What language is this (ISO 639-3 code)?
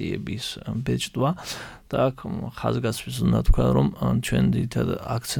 kat